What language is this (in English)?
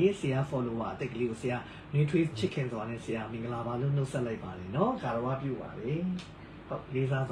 Burmese